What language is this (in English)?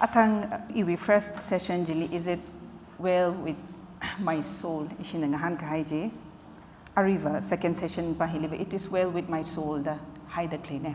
Tangkhul Naga (India)